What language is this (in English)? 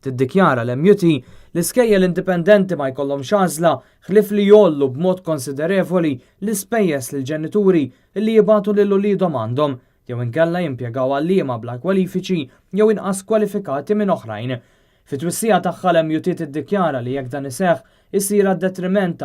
Maltese